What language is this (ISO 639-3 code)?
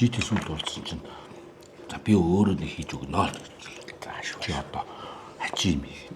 mon